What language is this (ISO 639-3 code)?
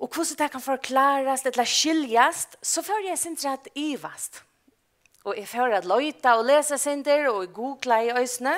fao